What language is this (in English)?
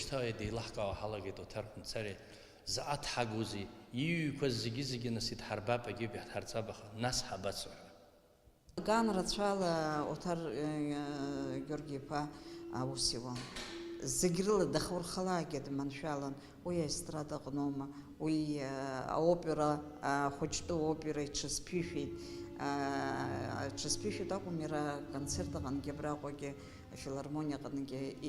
Abkhazian